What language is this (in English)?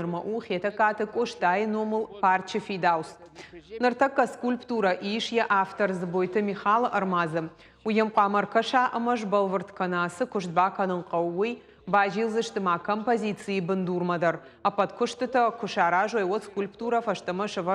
Ossetic